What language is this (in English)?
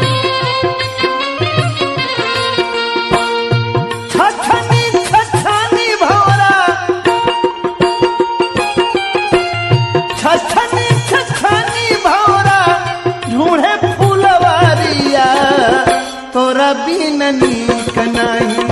Bhojpuri